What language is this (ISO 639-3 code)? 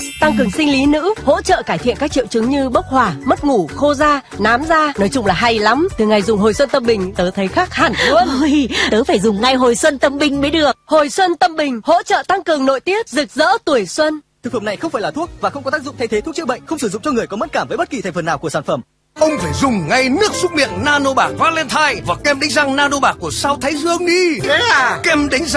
vie